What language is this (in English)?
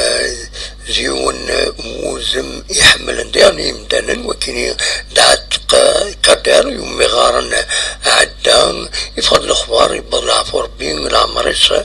Kabyle